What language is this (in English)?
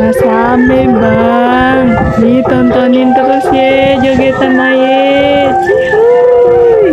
Betawi